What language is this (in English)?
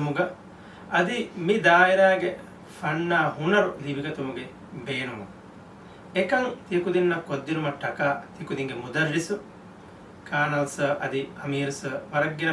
Divehi